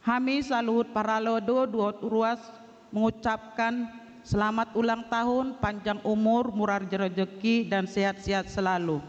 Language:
Batak Toba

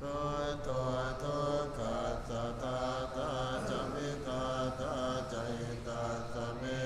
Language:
Pali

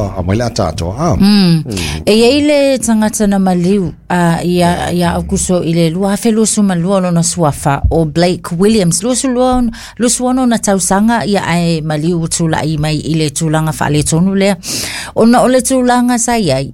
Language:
Samoan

